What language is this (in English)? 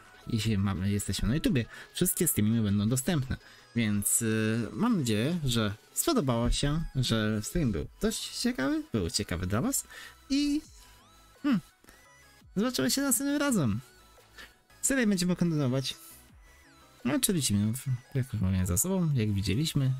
Polish